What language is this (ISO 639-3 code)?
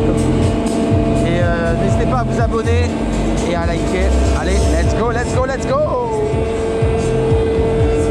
fra